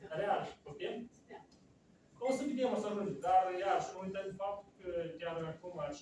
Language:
Romanian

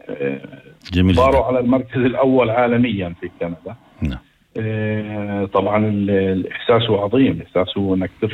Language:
North Levantine Arabic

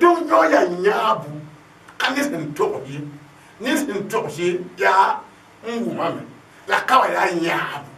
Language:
Mossi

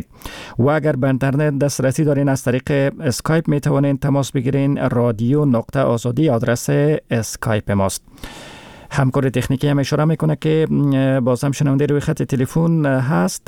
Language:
Persian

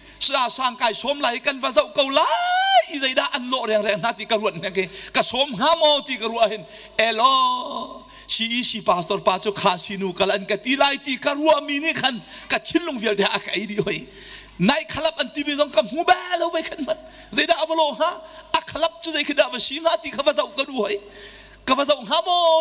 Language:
Hakha Chin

